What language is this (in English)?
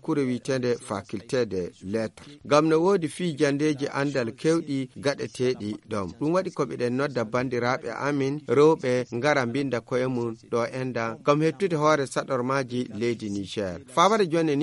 Fula